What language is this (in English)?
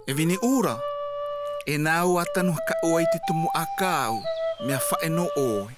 Tahitian